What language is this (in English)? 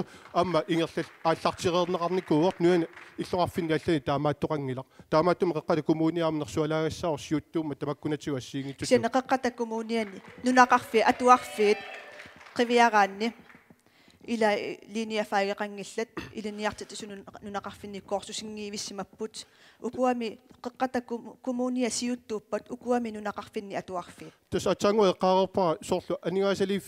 Kalaallisut